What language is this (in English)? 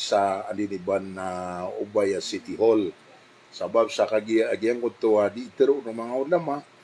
Maranao